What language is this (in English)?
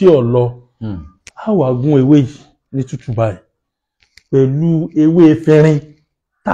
Yoruba